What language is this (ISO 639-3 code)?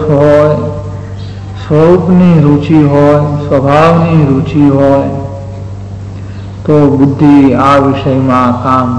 guj